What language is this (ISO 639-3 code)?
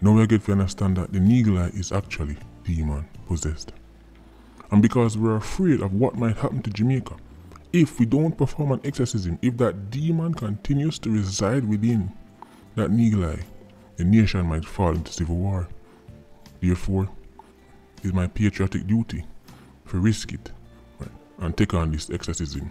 jam